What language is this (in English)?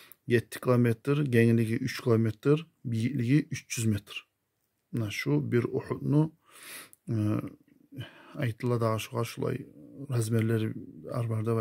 Kumyk